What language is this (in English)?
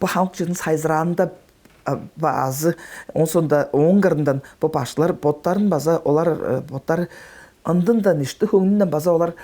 Tuvinian